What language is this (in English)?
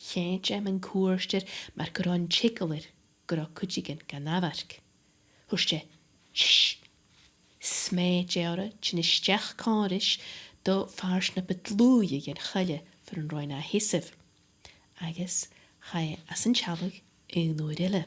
Scottish Gaelic